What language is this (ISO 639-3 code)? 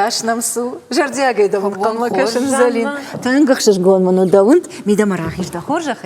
oss